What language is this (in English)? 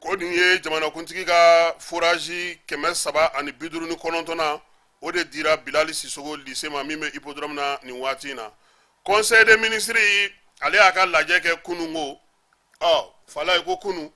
Bambara